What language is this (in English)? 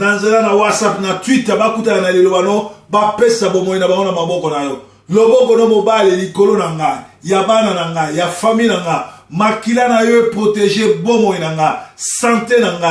Lingala